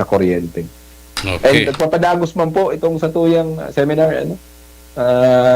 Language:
Bikol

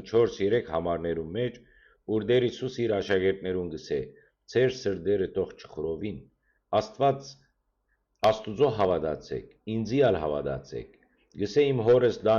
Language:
Western Armenian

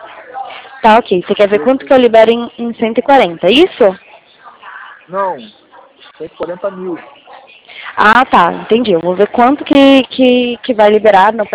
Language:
Portuguese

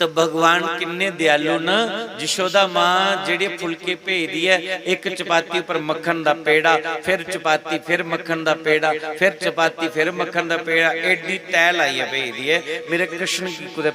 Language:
Dogri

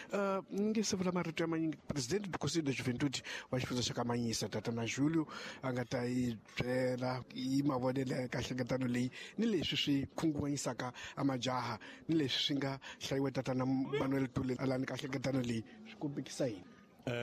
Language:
Tsonga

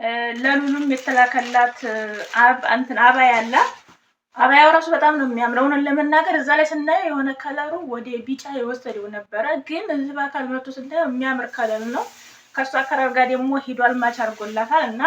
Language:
Amharic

